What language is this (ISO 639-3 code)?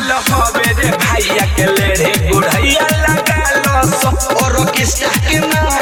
bho